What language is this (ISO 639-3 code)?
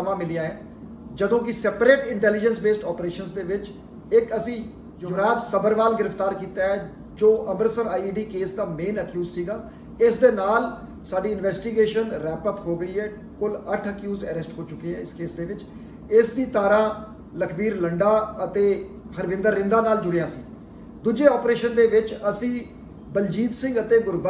pan